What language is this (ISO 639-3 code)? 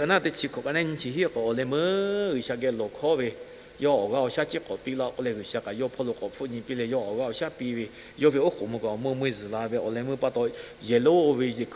lhu